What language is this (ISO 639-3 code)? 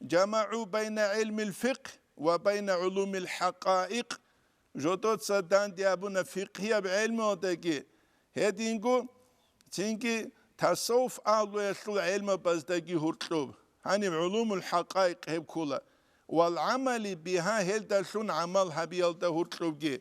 ava